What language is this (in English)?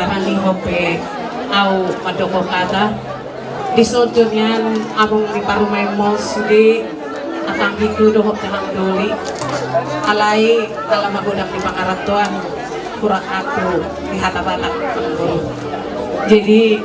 Batak Toba